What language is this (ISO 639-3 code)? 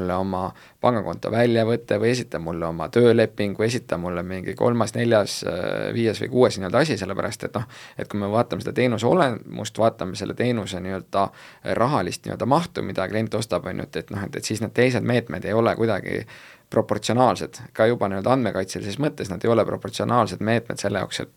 est